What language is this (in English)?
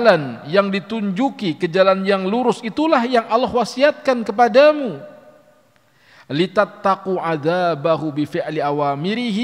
Indonesian